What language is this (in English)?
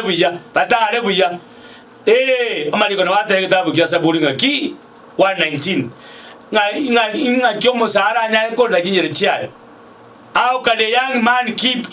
Gusii